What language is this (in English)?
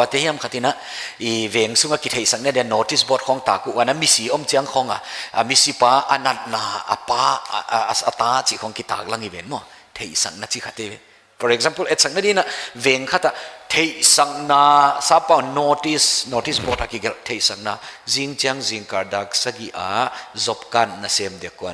Paite Chin